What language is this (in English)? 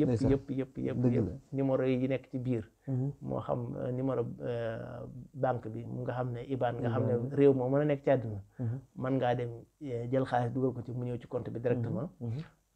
Wolof